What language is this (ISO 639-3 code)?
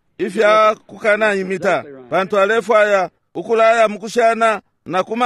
bem